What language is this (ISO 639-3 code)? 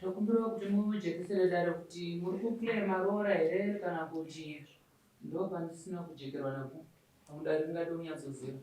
sna